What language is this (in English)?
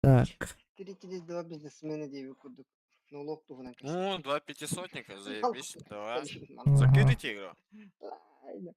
Yakut